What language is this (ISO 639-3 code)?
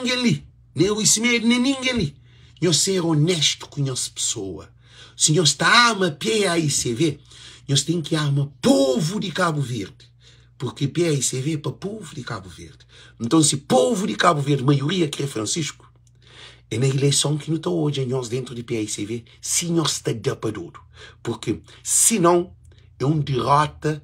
kea